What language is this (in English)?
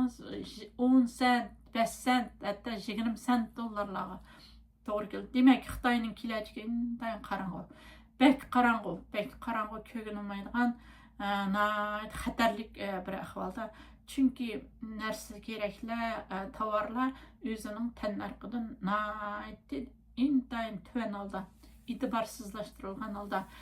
Uyghur